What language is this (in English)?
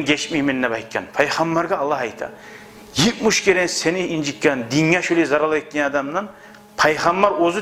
Kumyk